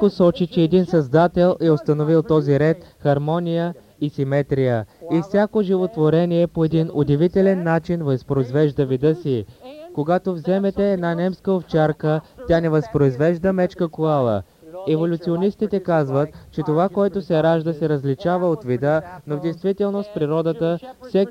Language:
Bulgarian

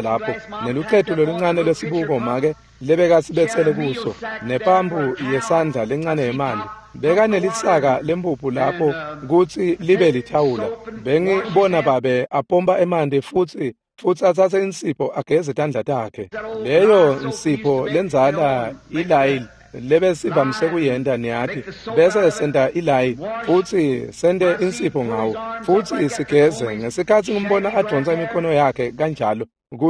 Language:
Swati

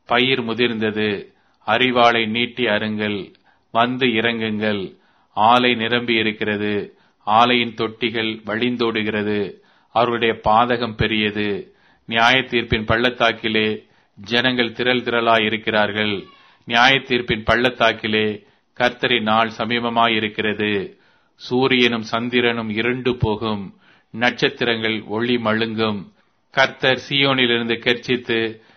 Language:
Tamil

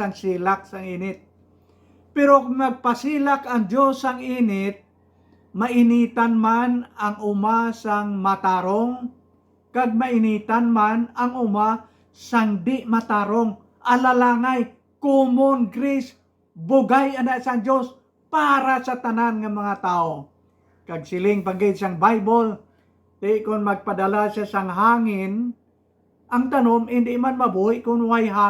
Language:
Hiligaynon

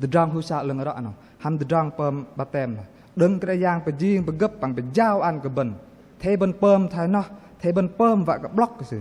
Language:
Bahnar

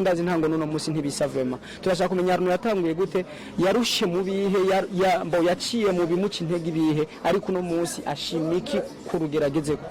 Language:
Rundi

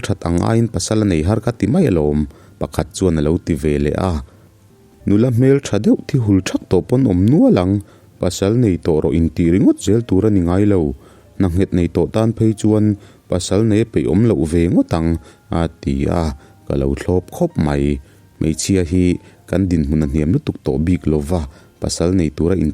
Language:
Mizo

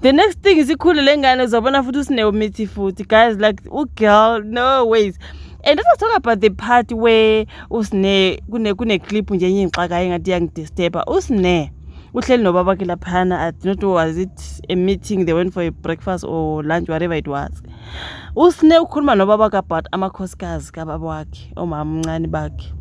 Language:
Zulu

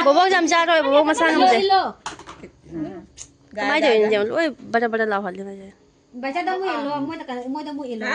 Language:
Manipuri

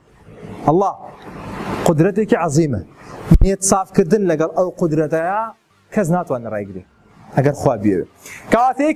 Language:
Central Kurdish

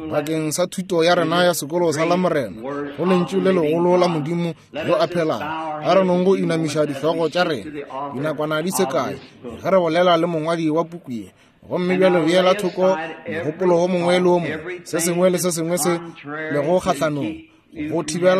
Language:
Northern Sotho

